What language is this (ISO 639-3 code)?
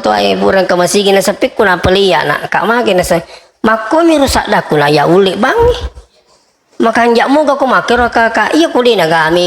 bug